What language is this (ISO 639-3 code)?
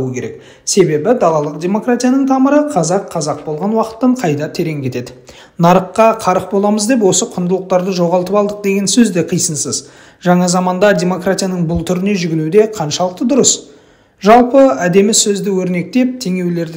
kaz